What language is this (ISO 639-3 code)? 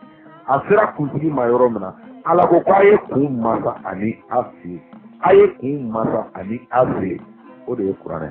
bam